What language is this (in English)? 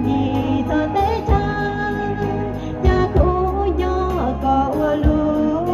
Hmong